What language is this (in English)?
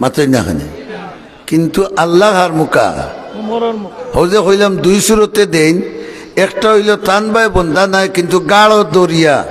Sylheti